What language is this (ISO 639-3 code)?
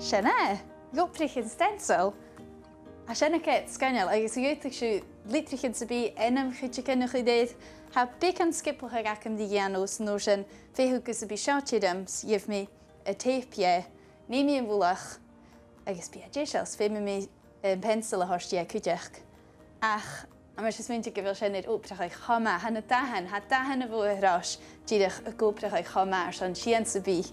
gla